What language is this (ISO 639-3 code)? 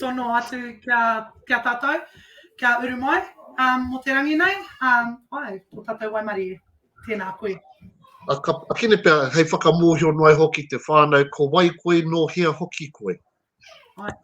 mri